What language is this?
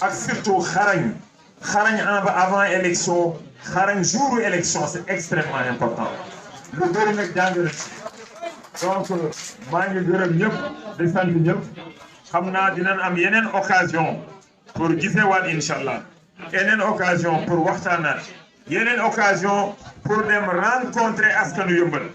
Wolof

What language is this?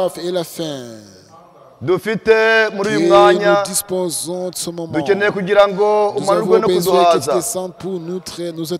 Kinyarwanda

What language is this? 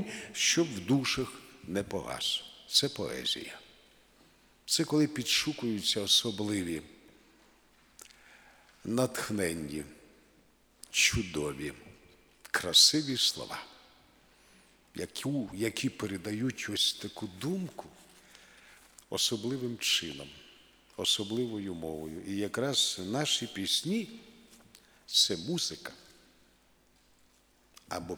Ukrainian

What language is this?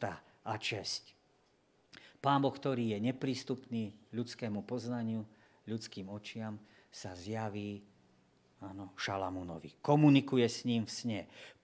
Slovak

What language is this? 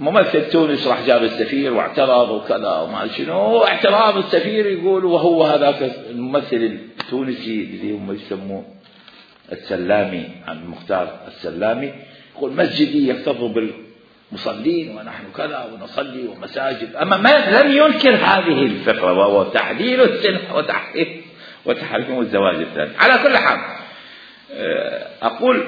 Mesopotamian Arabic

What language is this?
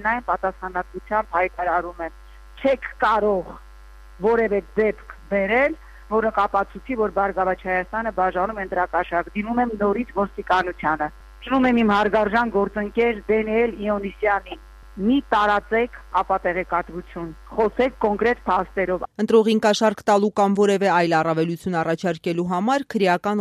Armenian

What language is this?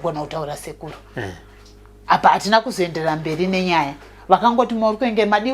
Shona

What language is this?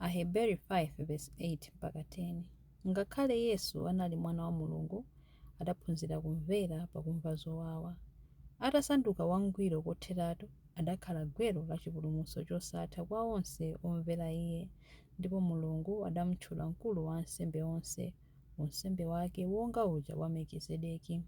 Nyanja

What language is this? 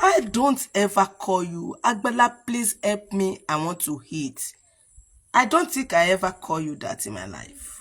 Yoruba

